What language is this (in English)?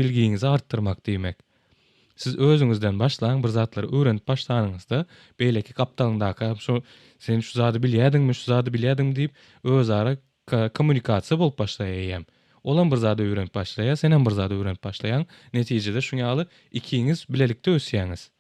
Turkmen